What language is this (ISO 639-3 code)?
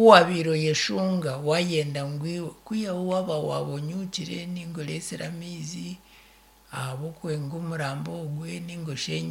nyn